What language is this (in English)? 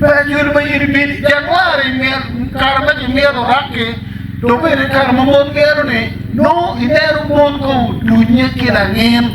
Acoli